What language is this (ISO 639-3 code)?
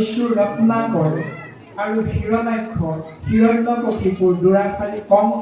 asm